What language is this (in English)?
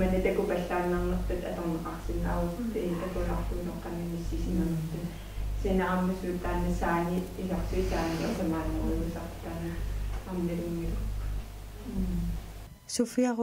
Kalaallisut